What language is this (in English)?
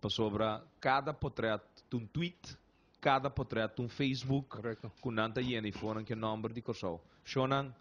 Papiamento